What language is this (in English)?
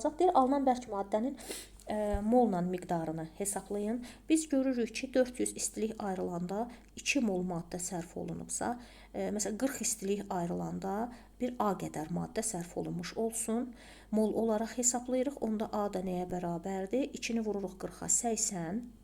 Azerbaijani